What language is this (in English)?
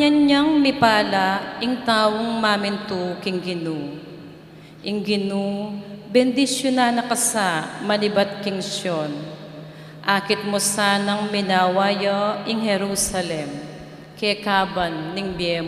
Pampanga